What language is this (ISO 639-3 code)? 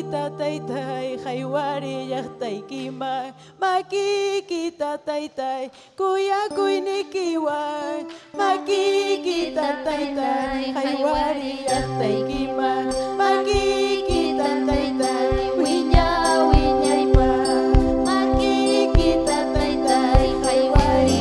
quy